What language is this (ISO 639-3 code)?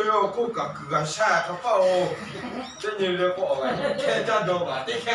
lhu